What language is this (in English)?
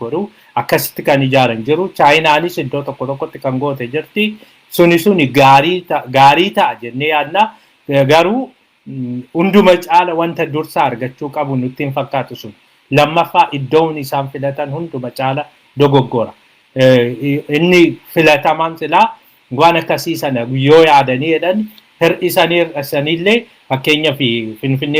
Oromo